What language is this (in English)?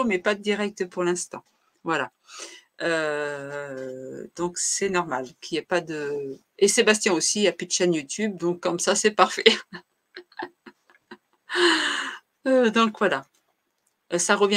French